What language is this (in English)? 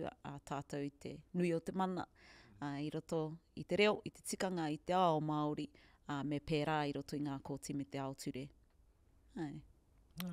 Māori